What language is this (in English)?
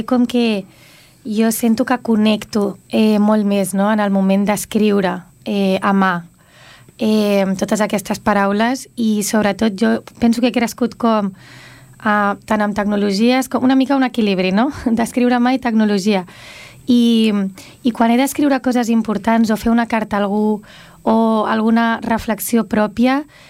Catalan